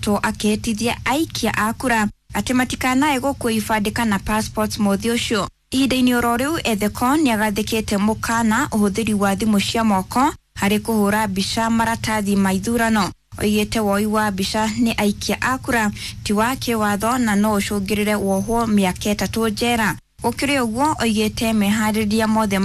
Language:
Kikuyu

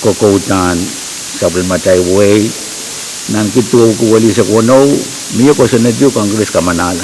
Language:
Pohnpeian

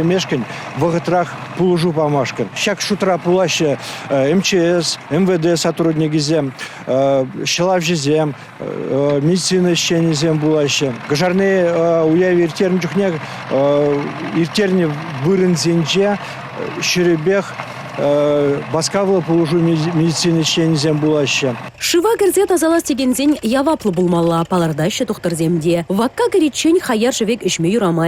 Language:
Chuvash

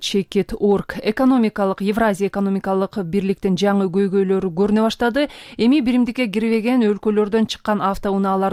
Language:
Kyrgyz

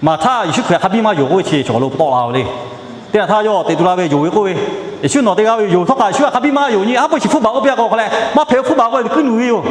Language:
Lahu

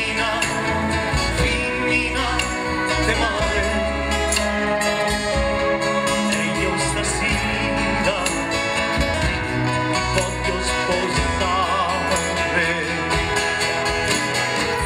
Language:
Italian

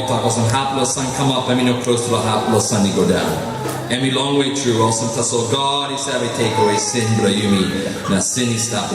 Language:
Tok Pisin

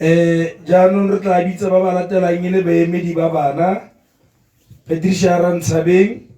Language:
Tswana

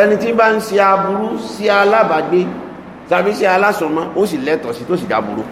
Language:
Yoruba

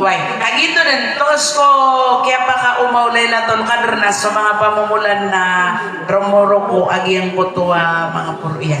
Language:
Maranao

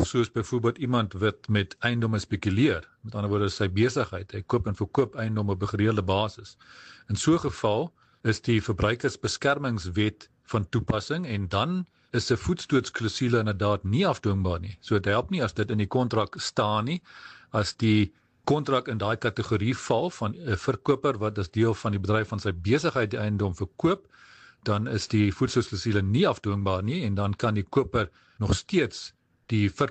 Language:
Afrikaans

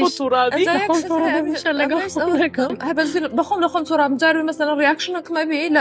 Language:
Central Kurdish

